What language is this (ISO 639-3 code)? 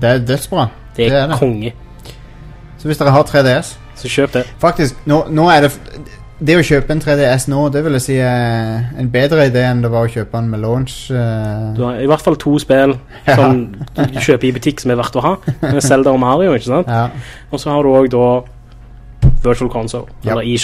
nor